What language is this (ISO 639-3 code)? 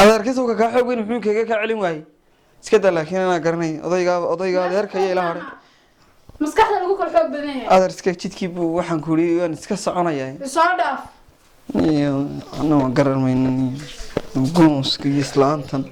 som